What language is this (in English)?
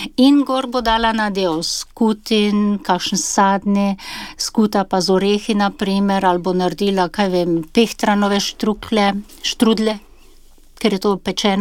Slovenian